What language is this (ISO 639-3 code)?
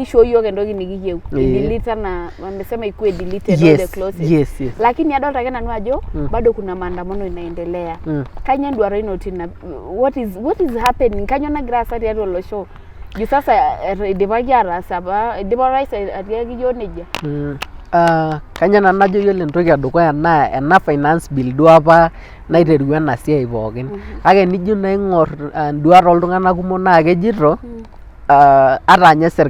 mas